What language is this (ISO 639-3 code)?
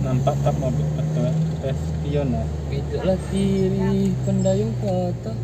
min